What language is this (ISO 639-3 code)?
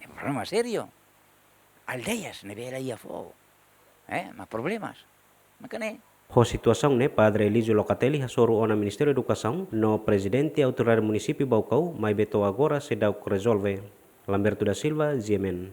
tet